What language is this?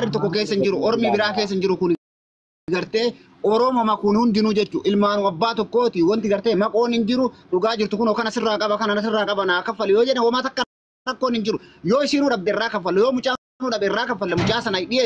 Oromo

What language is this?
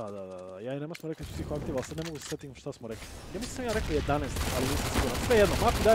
Serbian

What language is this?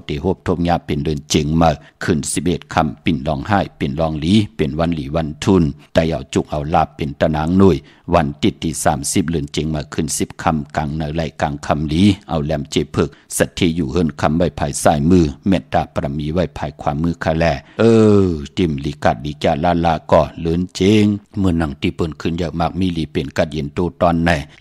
Shan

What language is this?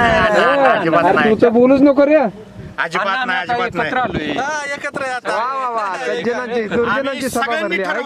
Marathi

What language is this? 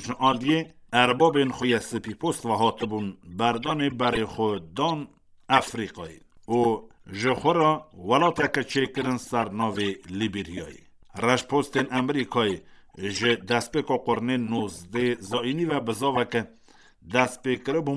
Kurdish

